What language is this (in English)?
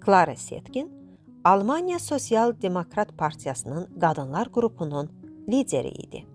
Azerbaijani